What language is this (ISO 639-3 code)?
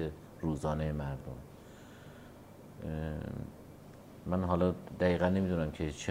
fas